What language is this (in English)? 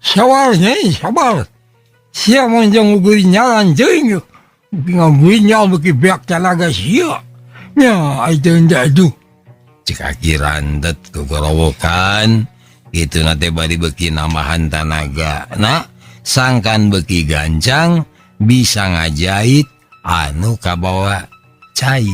Sundanese